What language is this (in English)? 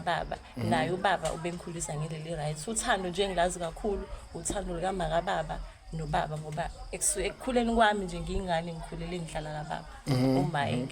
Zulu